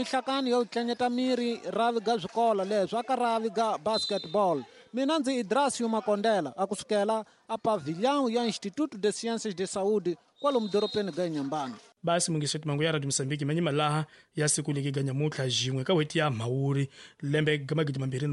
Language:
Tsonga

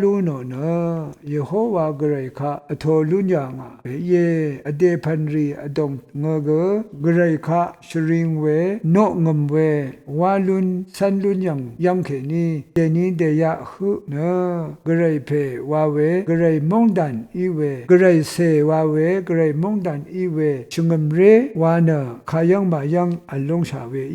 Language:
Rawang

